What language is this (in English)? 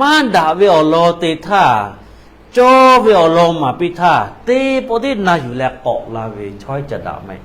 Lahu